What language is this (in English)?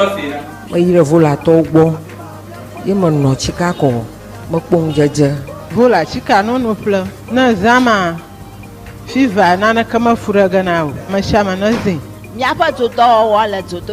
Ewe